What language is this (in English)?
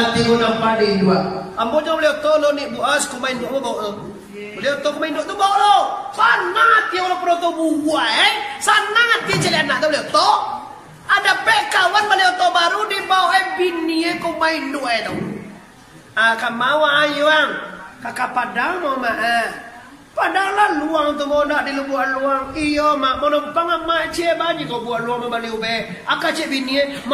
Minangkabau